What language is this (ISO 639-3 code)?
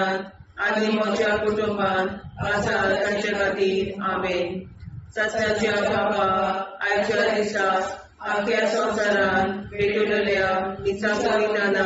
kok